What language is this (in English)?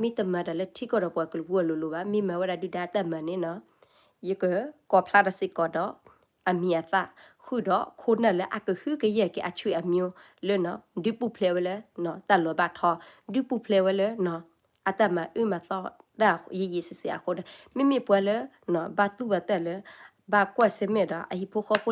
S'gaw Karen